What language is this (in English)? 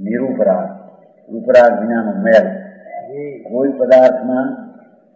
Gujarati